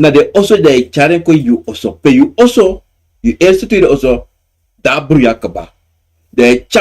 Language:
Sranan Tongo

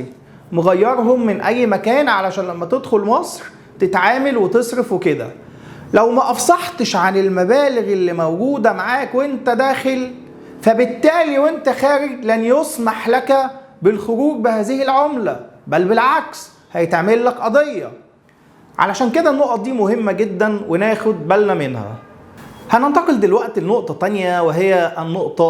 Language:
Egyptian Arabic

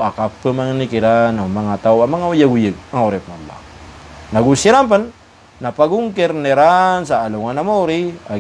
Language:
Maranao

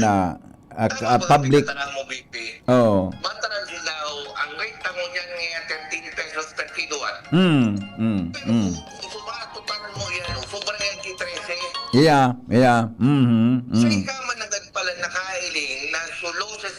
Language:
Bikol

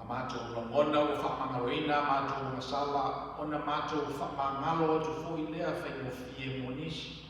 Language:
Samoan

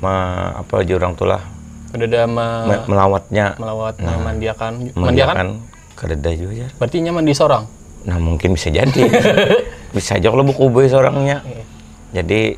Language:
Banjar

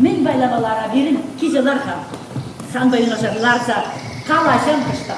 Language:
Chuvash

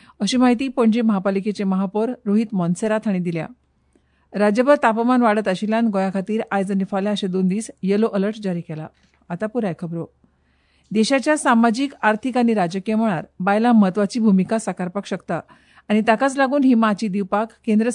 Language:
Konkani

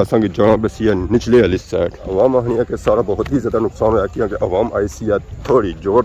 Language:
Pahari-Potwari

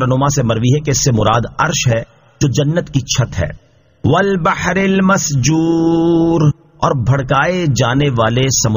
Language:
Urdu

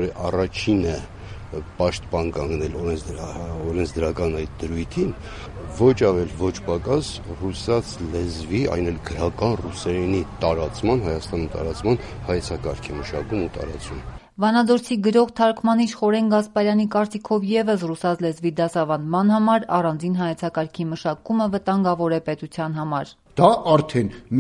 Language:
Armenian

